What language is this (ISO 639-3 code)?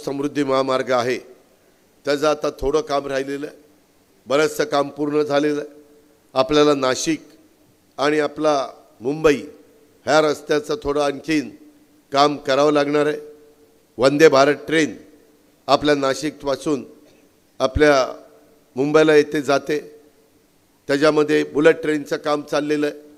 mar